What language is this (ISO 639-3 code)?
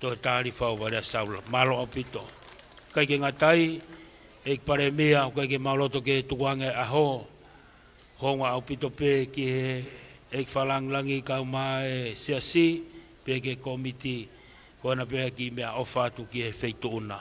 ton